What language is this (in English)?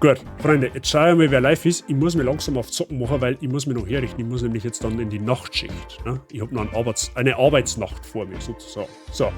Bavarian